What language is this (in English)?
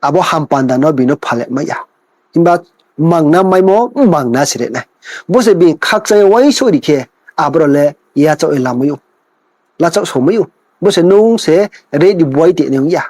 Riang (India)